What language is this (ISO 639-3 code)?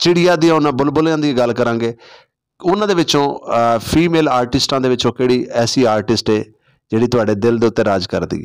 skr